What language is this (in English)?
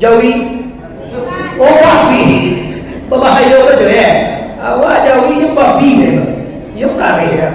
Minangkabau